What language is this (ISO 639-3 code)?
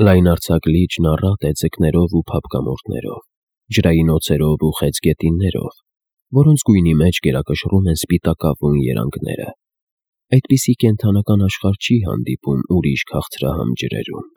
hye